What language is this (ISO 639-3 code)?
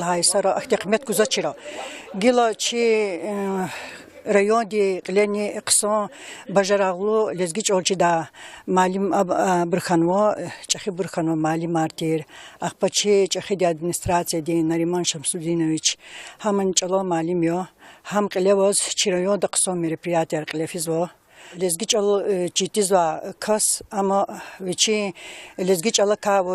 lez